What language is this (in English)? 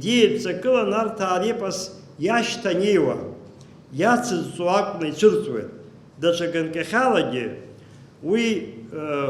Abkhazian